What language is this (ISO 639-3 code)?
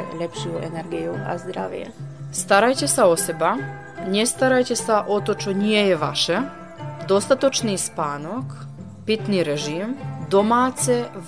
slk